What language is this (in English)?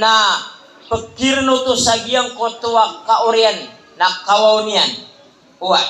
Maranao